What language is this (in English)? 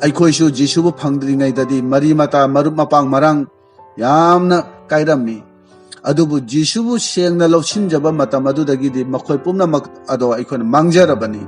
Manipuri